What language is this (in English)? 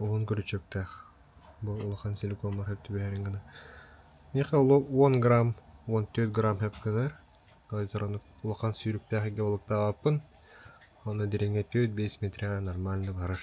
Yakut